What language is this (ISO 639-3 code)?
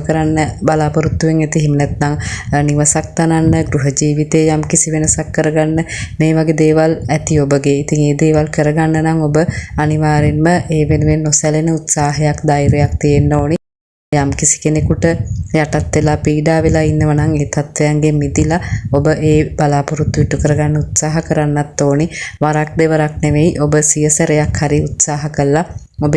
sin